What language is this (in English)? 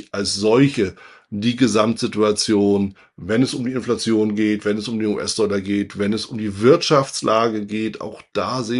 German